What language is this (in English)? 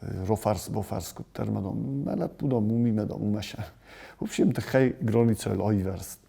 Ossetic